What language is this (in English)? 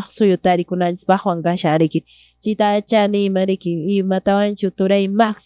Quechua